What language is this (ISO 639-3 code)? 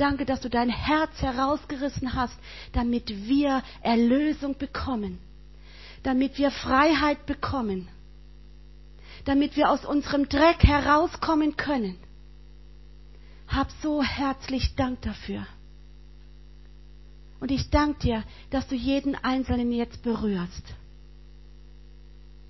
deu